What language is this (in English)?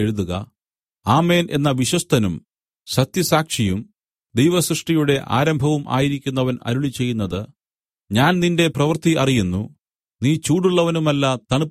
Malayalam